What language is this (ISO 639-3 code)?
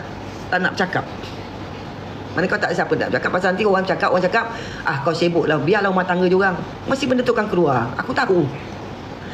msa